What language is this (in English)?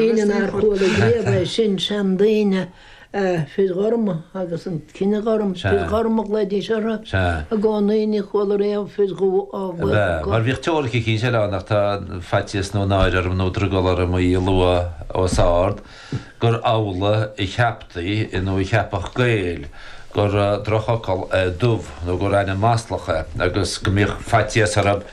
Irish